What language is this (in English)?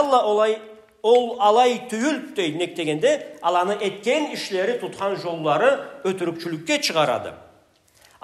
Karachay-Balkar